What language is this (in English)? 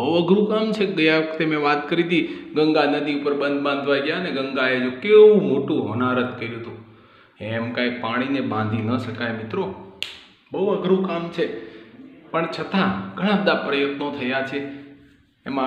Gujarati